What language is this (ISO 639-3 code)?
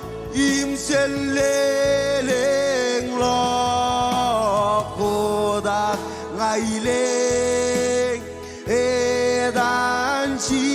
mah